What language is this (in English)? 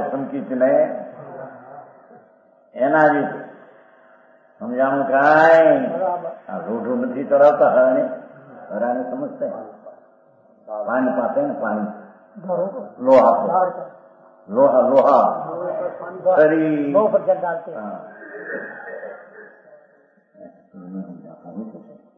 Gujarati